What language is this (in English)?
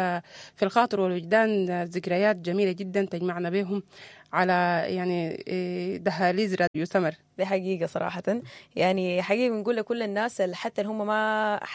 Sudanese Arabic